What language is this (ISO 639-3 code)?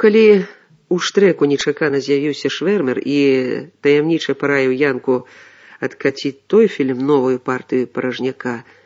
bel